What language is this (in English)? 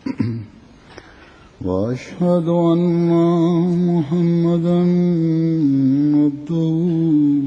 Bangla